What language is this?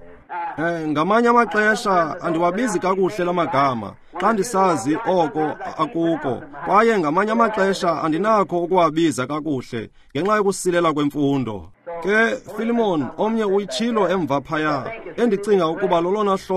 Xhosa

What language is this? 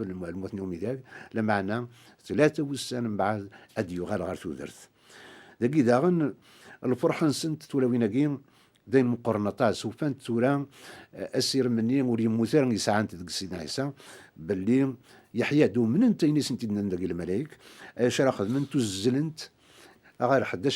Kabyle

